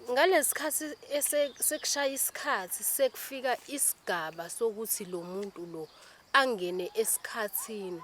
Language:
Zulu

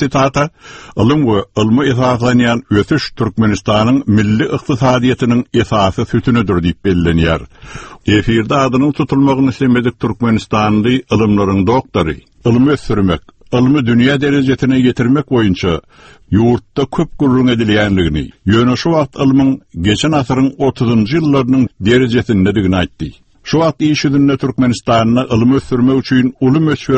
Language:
Turkmen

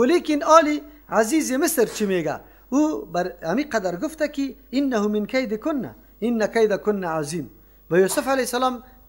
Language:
Persian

